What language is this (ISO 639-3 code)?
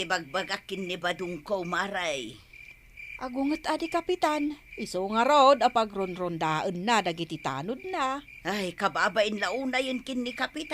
ilo